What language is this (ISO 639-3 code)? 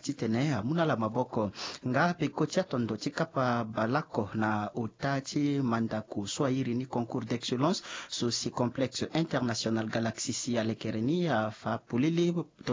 sag